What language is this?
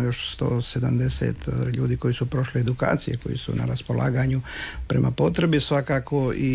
Croatian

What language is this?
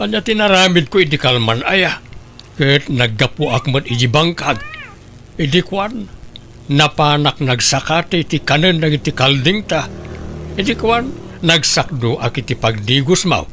Iloko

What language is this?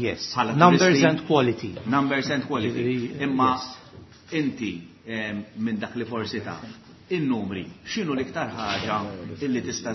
Maltese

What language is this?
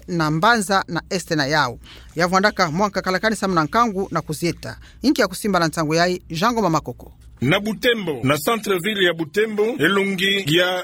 Kituba (Democratic Republic of Congo)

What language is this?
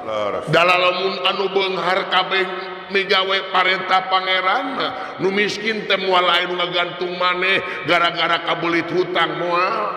Sundanese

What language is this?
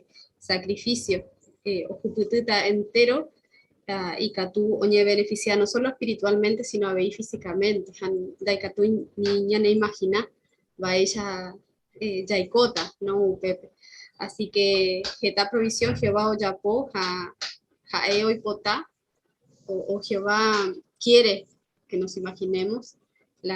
Guarani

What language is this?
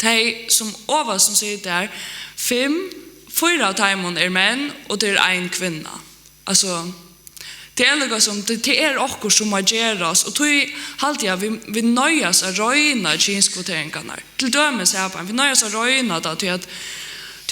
Faroese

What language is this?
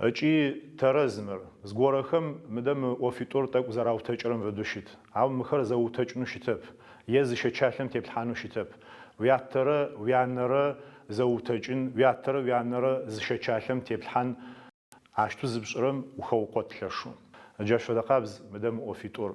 Adyghe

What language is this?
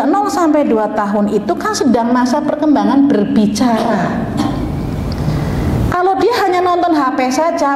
Indonesian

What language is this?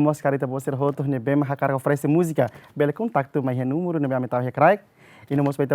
Tetum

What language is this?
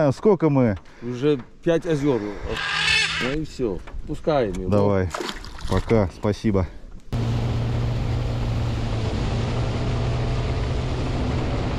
Russian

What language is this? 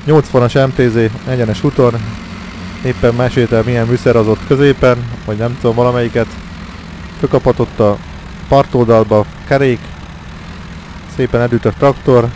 Hungarian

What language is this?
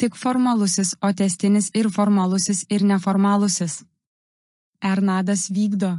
Lithuanian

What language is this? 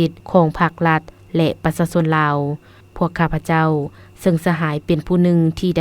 Lao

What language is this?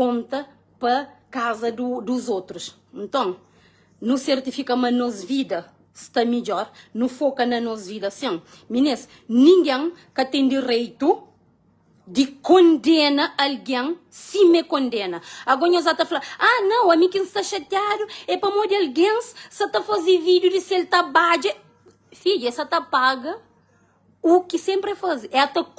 Kabuverdianu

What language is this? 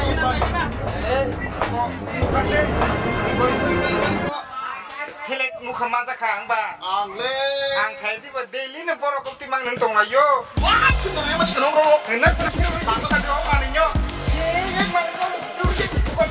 Kok Borok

